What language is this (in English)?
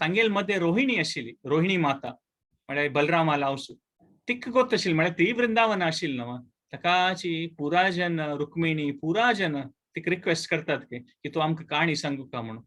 Konkani